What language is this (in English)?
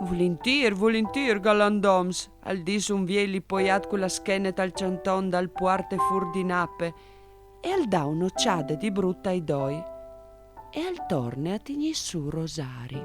Friulian